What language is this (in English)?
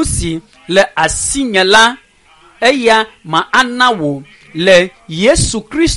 Ewe